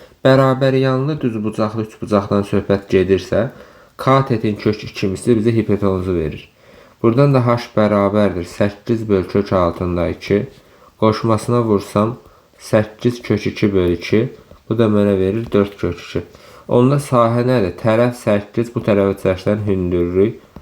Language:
Azerbaijani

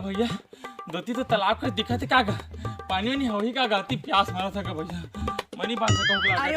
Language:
Chhattisgarhi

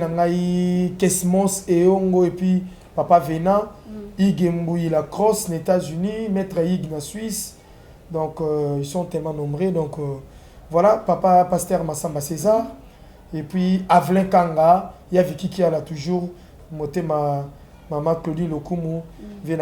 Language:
Lingala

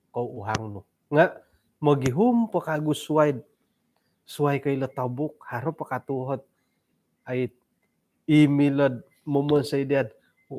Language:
Central Dusun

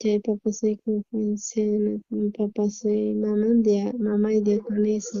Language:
South Bolivian Quechua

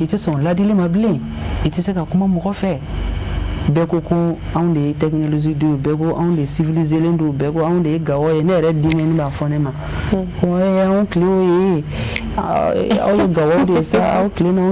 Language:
Bambara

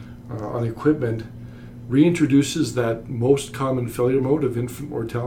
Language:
English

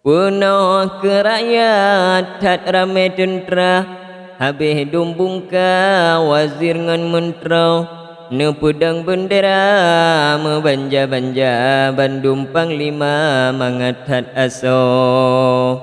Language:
Achinese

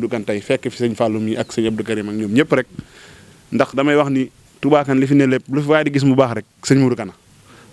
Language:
Wolof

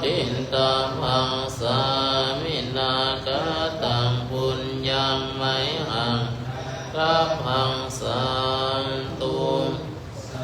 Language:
Pali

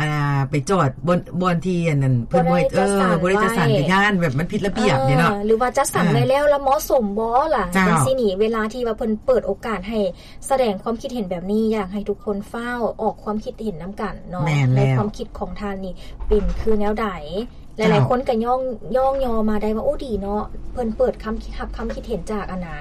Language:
Lao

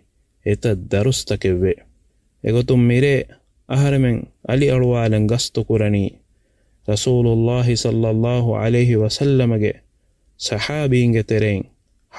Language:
Divehi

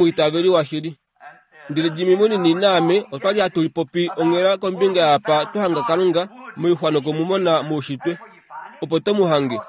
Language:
Kuanyama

